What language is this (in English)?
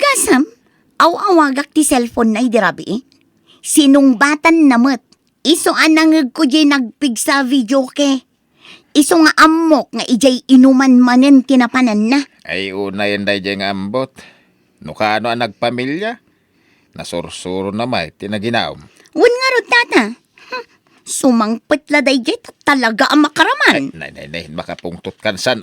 Iloko